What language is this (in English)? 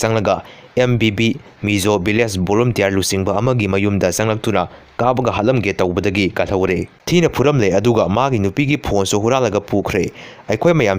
Manipuri